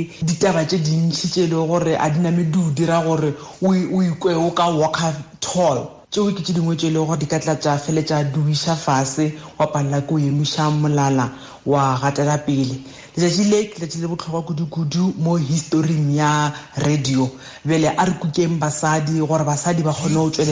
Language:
Tswana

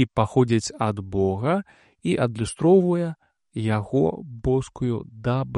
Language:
Belarusian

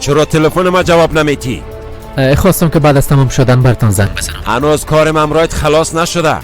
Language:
Persian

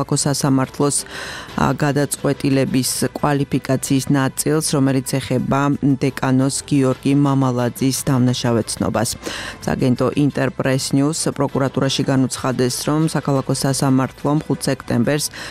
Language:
Georgian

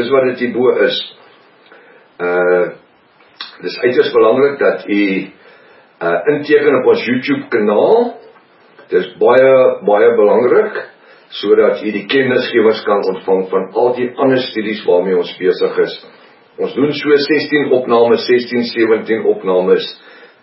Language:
Afrikaans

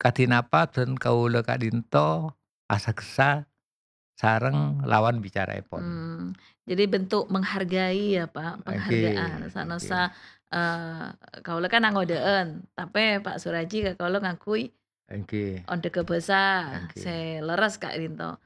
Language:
Madurese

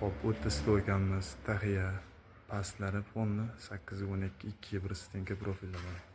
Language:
Uzbek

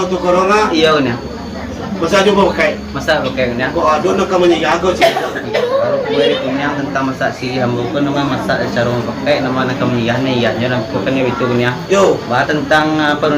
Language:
Minangkabau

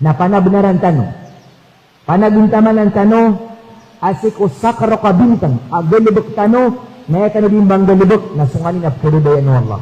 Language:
Maranao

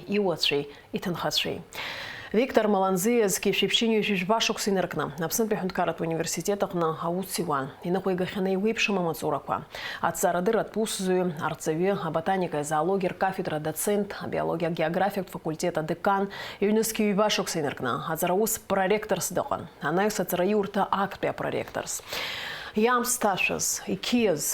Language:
Abkhazian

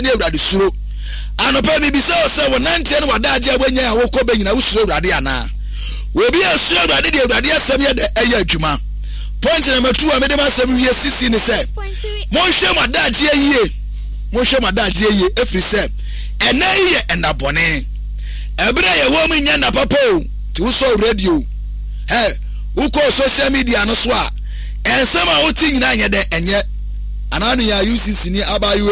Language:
Akan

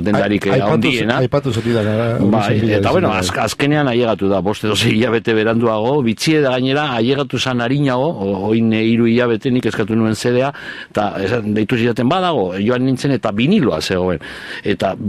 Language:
Basque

